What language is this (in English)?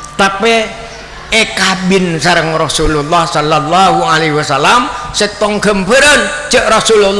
Madurese